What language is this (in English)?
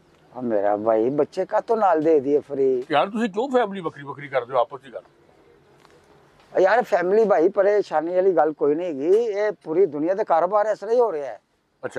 Punjabi